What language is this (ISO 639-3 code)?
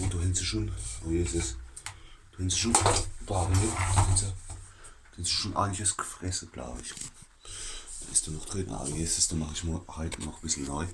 pfl